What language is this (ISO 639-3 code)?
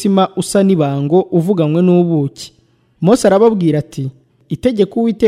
kin